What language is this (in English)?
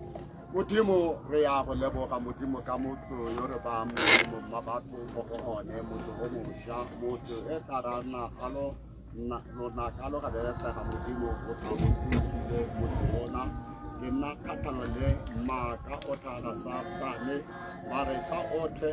Tswana